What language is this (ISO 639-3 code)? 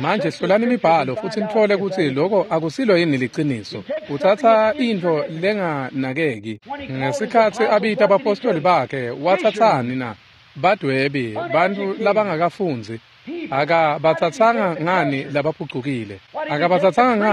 ssw